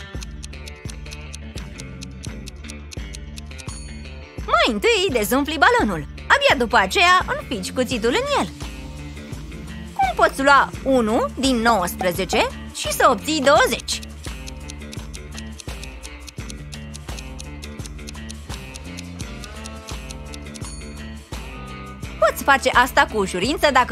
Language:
Romanian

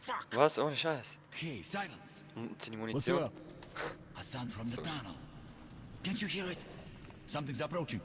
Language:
Swiss German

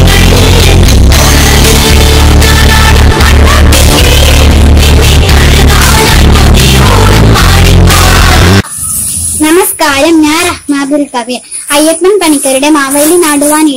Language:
Malayalam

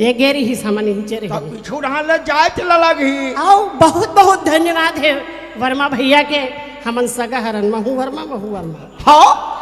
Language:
Chhattisgarhi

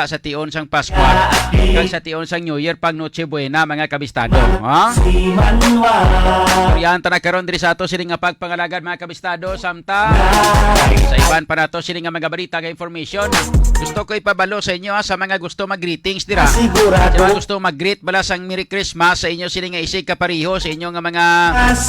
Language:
Hiligaynon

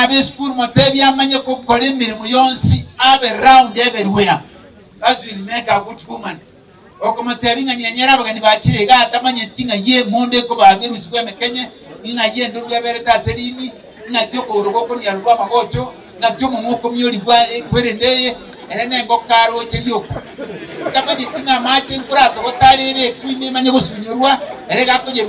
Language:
Gusii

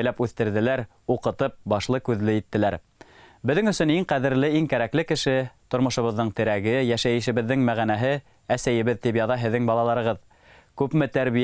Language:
Bashkir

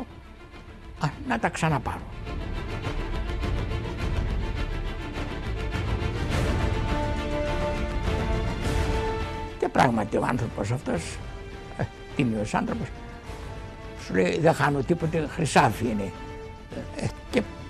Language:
Greek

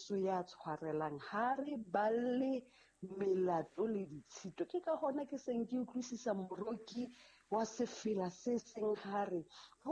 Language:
Southern Sotho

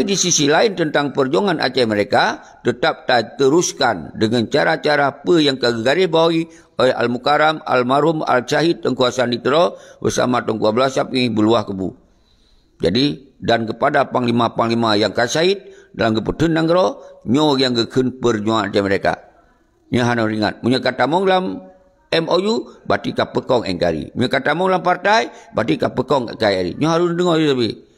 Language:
Achinese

